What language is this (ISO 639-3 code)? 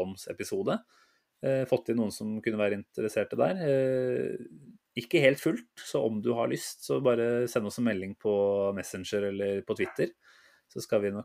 nor